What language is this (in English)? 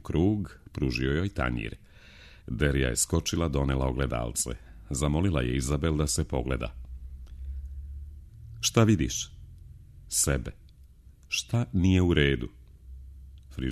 Serbian